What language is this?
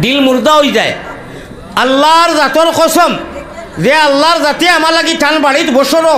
Sylheti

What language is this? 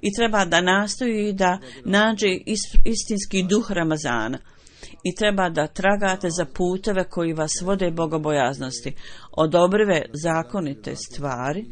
Bosnian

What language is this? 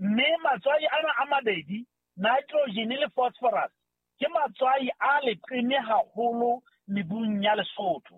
Southern Sotho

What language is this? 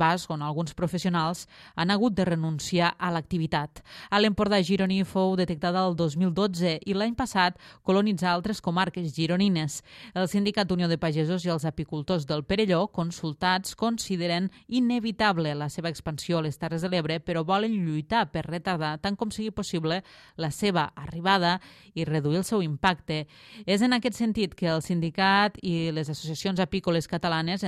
Catalan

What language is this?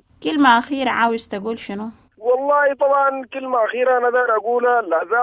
Sudanese Arabic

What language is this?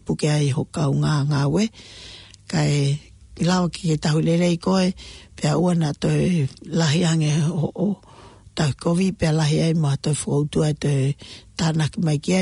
Tongan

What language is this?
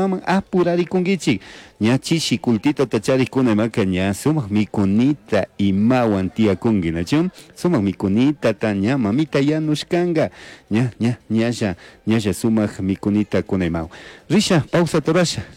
Chimborazo Highland Quichua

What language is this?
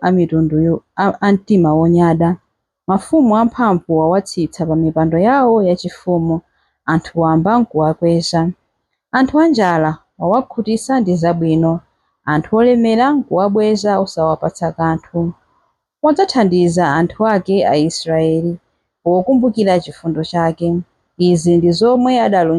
Nyanja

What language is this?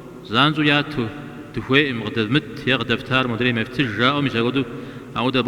Kabardian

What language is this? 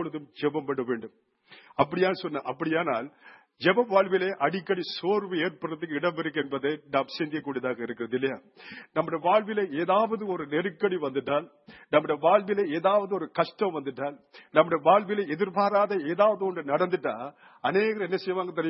Tamil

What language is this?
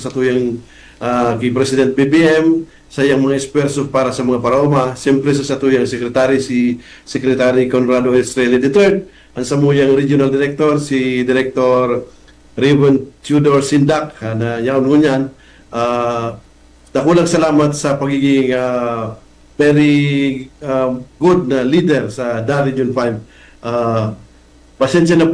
Bikol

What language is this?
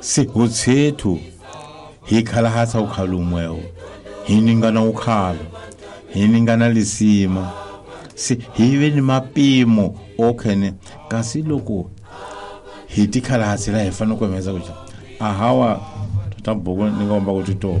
Tsonga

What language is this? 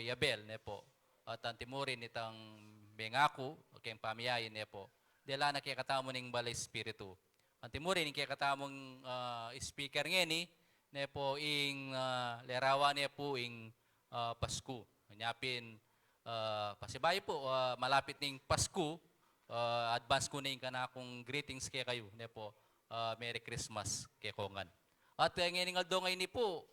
Pampanga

